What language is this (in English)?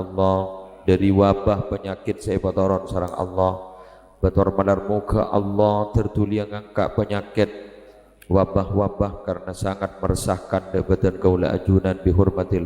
Madurese